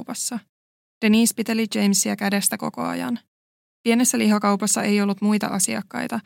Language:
Finnish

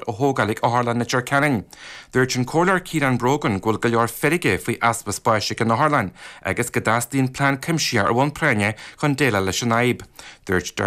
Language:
Irish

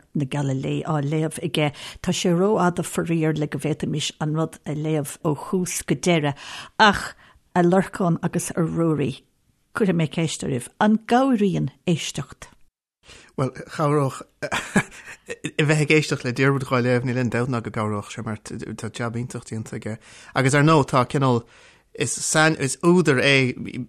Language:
Irish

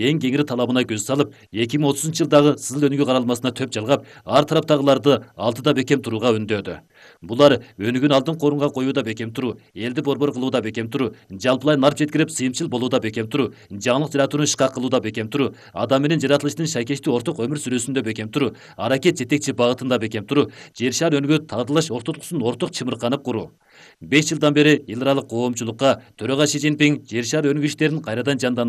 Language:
Kyrgyz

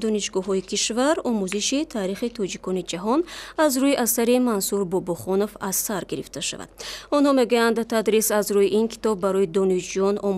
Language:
Tajik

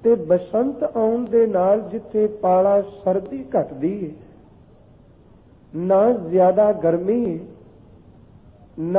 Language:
Punjabi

